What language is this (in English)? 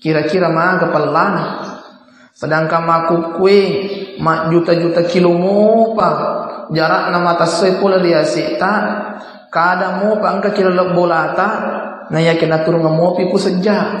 Buginese